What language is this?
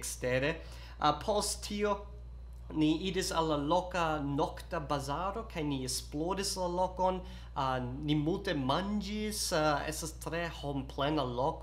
Esperanto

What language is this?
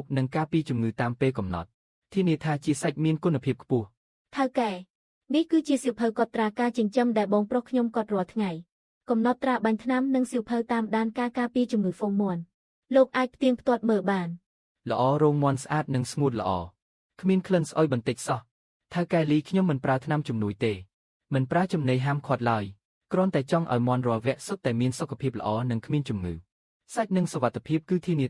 Khmer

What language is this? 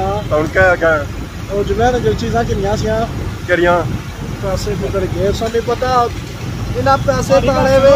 Pahari-Potwari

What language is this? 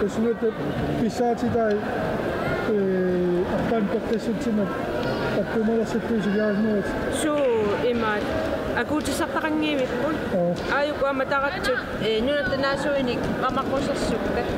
Kalaallisut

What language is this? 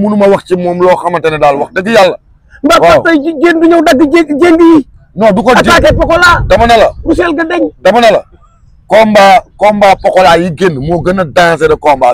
Wolof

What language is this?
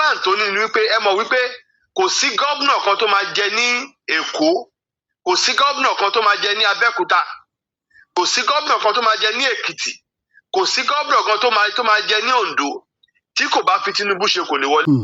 Yoruba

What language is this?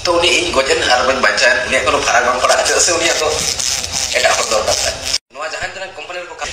Santali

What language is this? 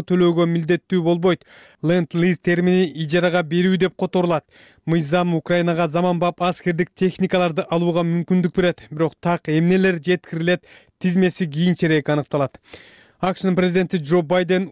Kyrgyz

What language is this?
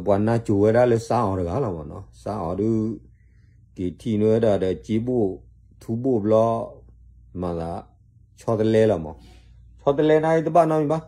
S'gaw Karen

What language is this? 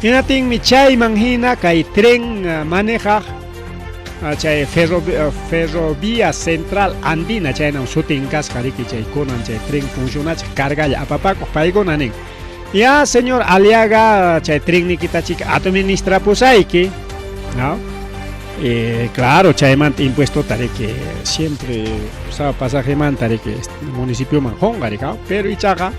Ayacucho Quechua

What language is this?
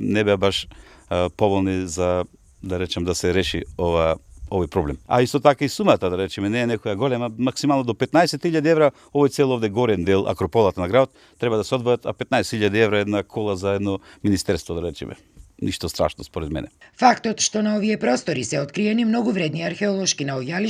Macedonian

